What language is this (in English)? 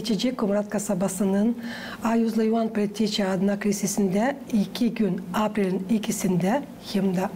Gagauz